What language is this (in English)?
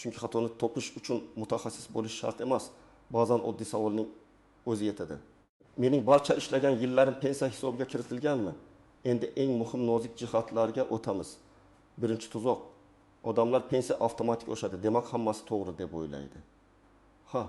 Uzbek